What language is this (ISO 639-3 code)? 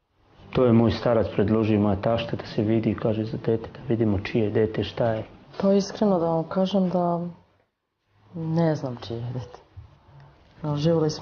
srp